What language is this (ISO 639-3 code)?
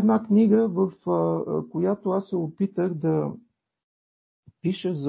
bul